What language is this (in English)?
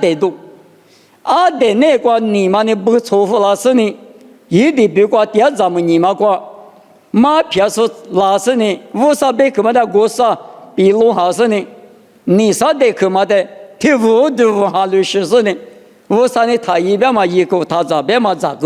Lisu